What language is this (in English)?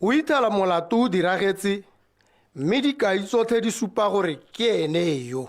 Tswana